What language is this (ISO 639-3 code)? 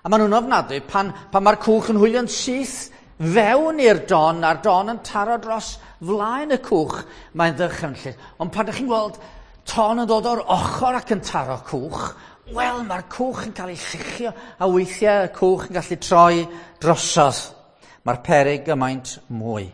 cym